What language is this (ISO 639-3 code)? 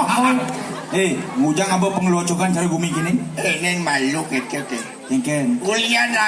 ban